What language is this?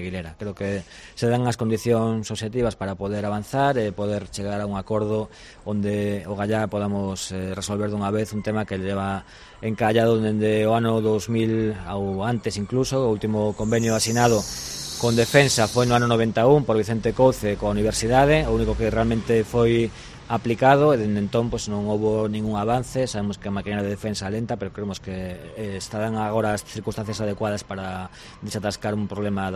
Galician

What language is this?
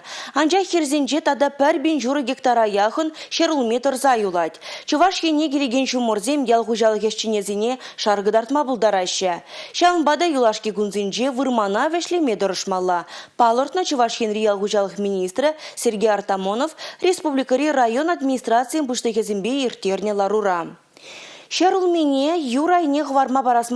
Chuvash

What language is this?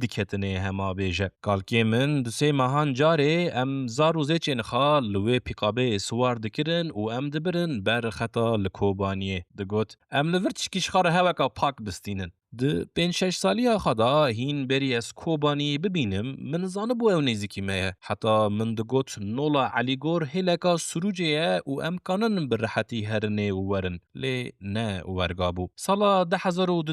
Kurdish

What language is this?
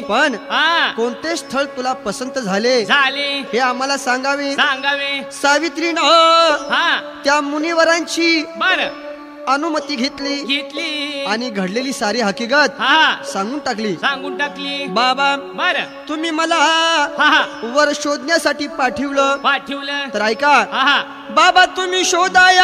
Marathi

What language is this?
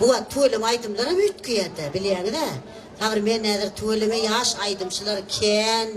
Turkmen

